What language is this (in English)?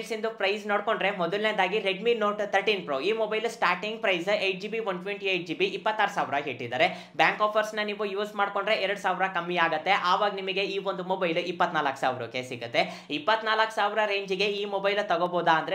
Kannada